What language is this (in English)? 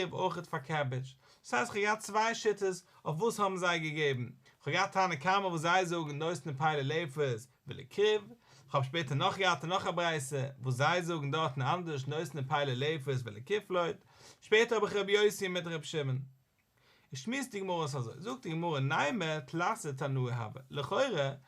Yiddish